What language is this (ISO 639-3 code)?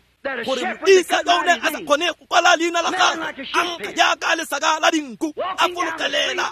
tsn